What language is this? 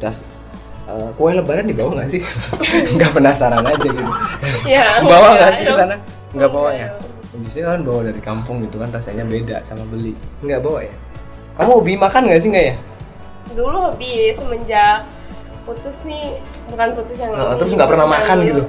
Indonesian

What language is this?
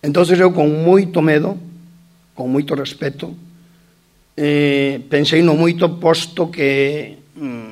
Galician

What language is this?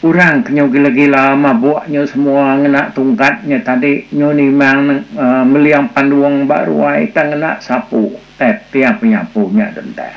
Iban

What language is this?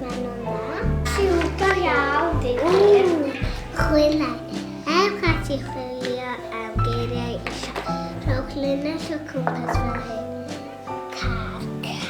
Welsh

